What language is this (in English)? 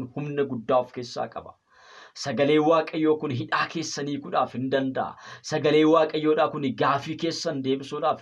Oromo